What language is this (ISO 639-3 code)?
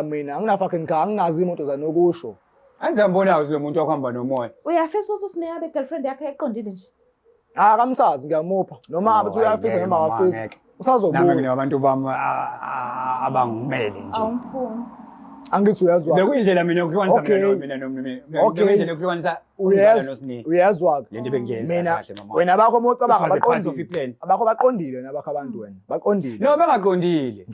zul